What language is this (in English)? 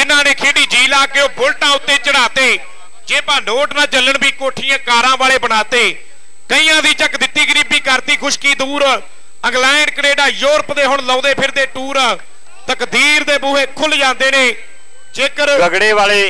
Punjabi